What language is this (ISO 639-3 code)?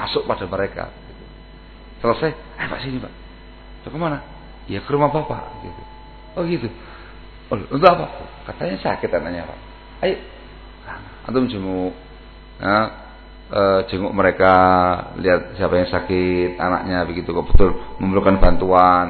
ind